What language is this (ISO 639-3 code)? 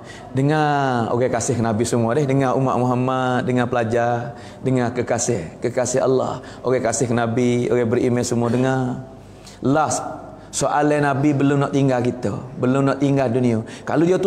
msa